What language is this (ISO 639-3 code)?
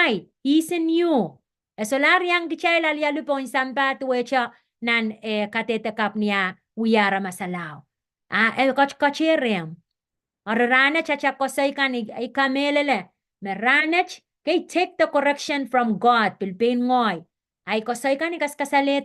pon